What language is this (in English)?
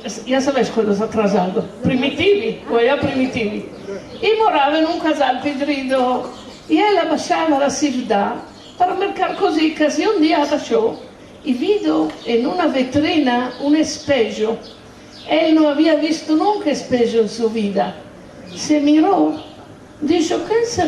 Ladino